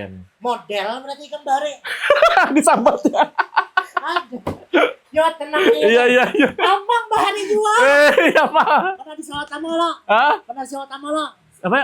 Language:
Banjar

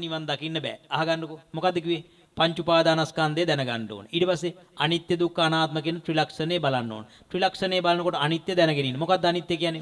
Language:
Sinhala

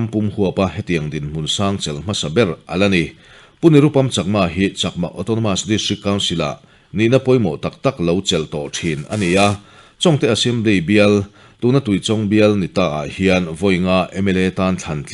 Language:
Mizo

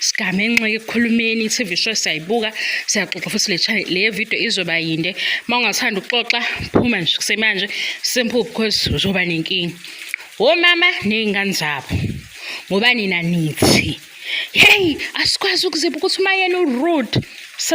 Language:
Zulu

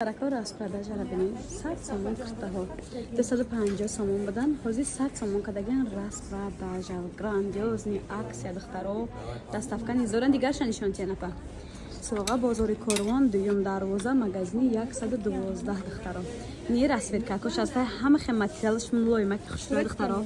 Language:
Tajik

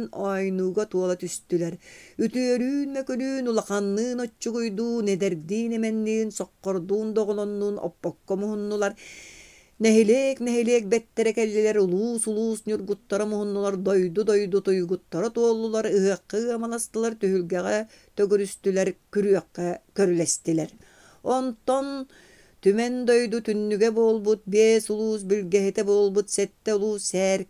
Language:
Yakut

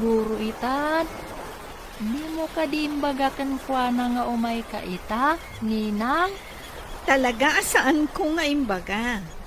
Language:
Iloko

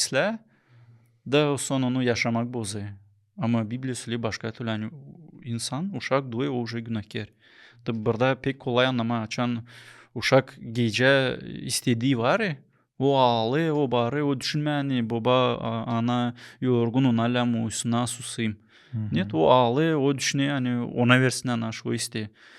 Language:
Gagauz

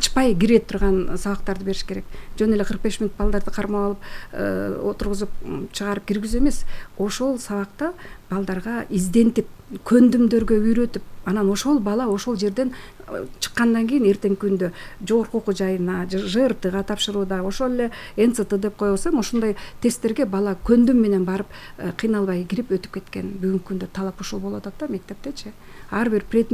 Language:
Kyrgyz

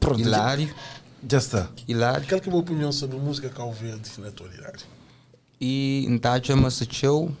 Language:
Kabuverdianu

